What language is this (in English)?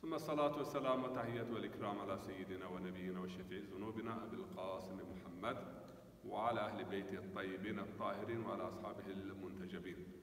Zaza